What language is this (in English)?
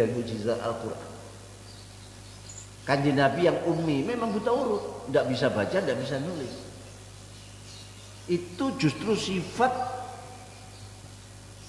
Indonesian